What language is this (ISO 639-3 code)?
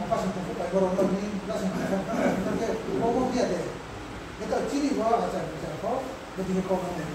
ria